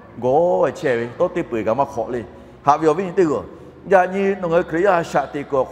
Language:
Lahu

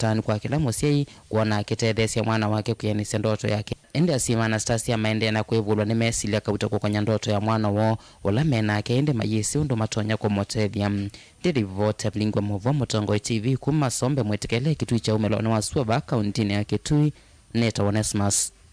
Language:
Kamba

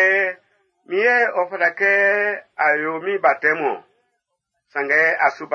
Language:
Baoulé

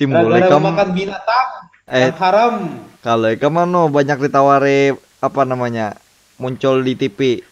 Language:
Banjar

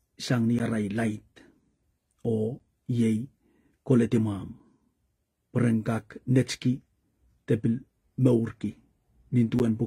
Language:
Pohnpeian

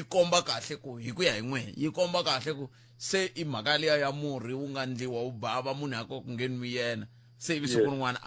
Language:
Tsonga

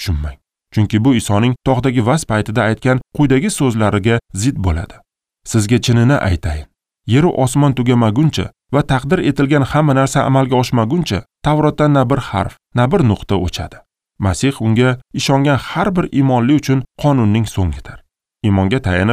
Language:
Uzbek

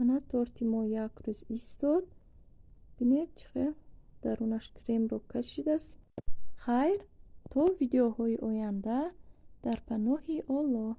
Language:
Tajik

